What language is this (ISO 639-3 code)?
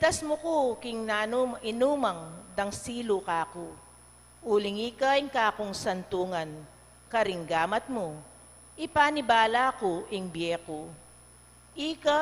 pam